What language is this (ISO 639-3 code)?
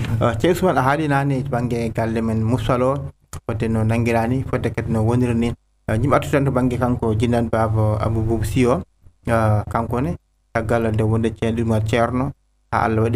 ful